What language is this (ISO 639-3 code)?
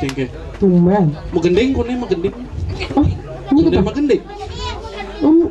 ban